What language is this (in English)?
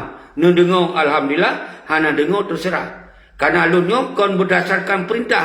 Achinese